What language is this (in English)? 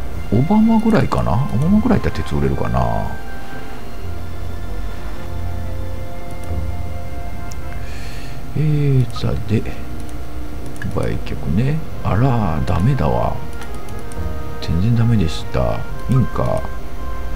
Japanese